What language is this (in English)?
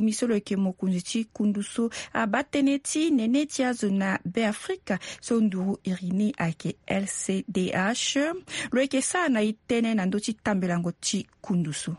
Sango